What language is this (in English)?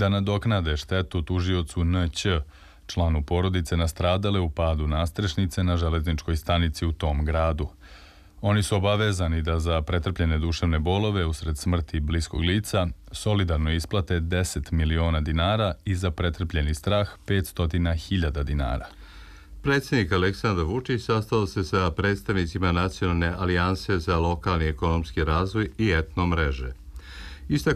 Serbian